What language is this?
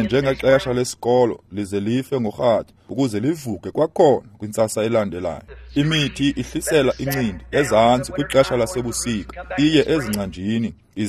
Xhosa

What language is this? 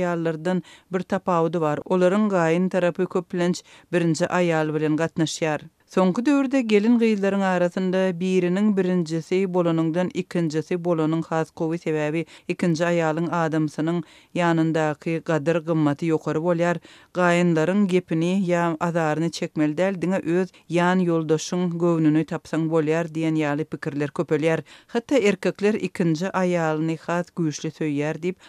Turkmen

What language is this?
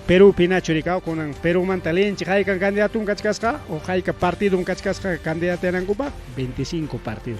Ayacucho Quechua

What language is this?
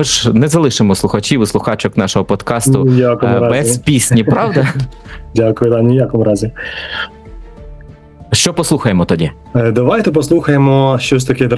Ukrainian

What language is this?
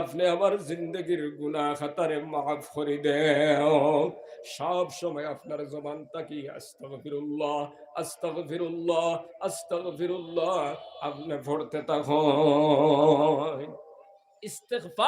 Sylheti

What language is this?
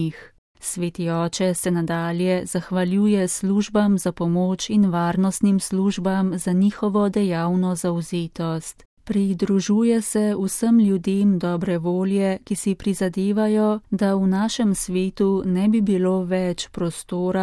Slovenian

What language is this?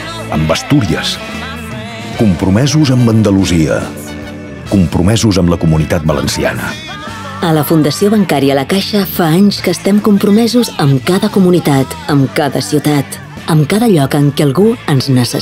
Catalan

